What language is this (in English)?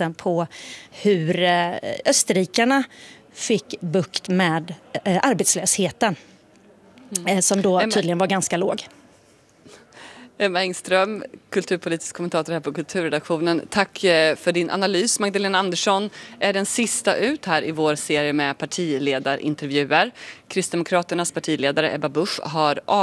Swedish